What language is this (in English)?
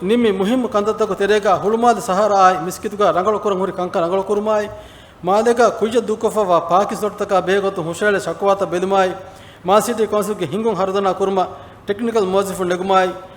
Divehi